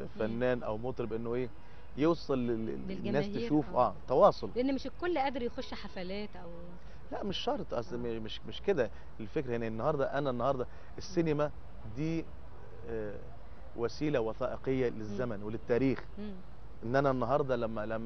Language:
Egyptian Arabic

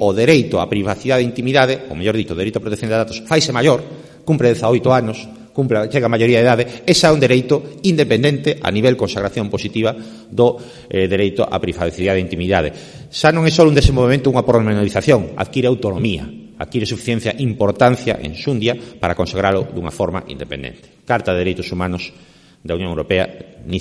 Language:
Galician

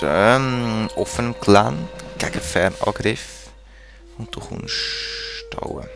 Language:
Swiss German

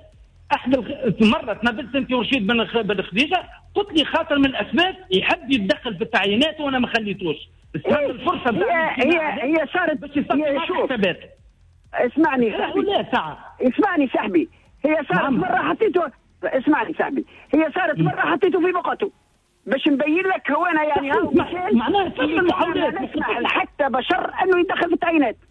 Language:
Tunisian Arabic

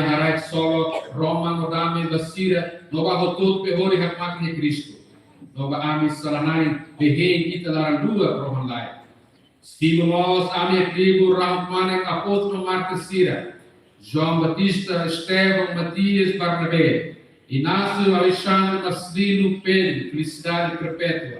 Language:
Tetum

